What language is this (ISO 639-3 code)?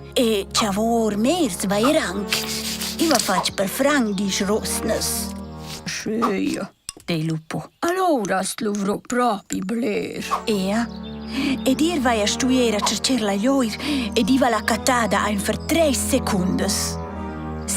roh